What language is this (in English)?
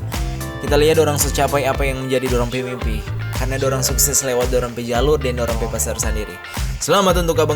Manado Malay